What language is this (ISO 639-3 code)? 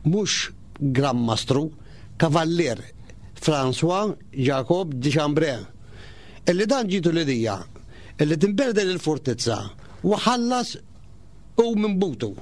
mlt